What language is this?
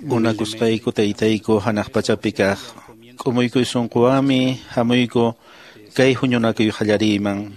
Quechua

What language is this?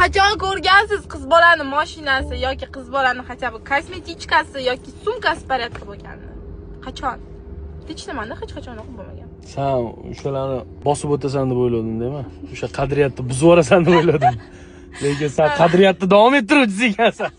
Uzbek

